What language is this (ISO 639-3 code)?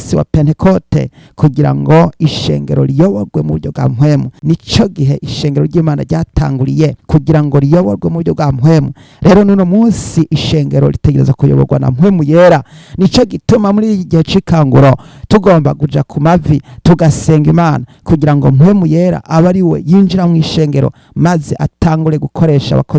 run